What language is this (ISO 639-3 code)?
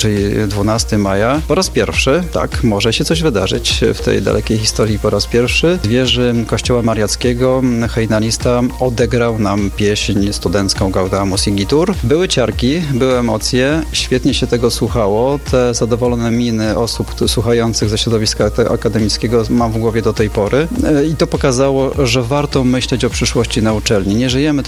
pol